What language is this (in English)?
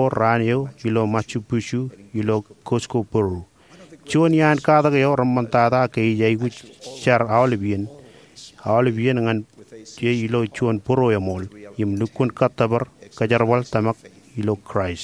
Marshallese